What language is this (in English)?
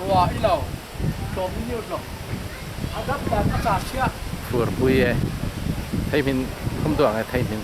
Falam Chin